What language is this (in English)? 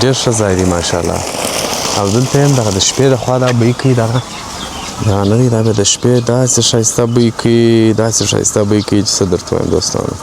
Pashto